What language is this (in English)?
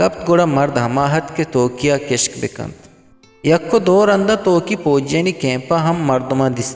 Eastern Balochi